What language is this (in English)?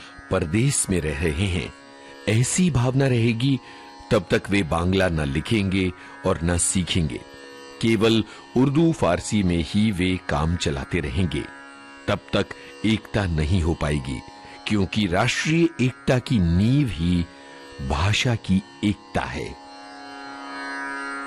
Hindi